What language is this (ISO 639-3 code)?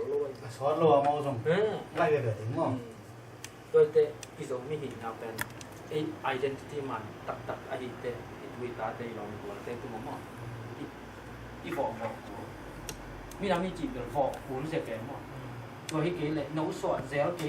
ctd